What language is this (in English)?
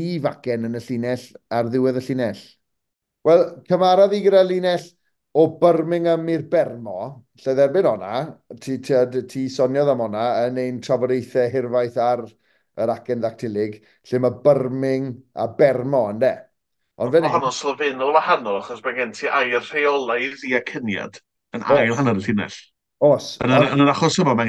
Welsh